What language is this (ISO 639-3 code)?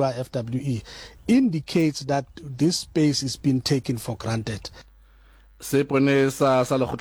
sot